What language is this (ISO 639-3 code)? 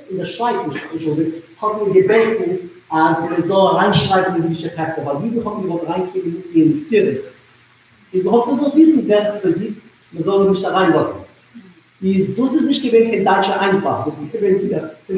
yid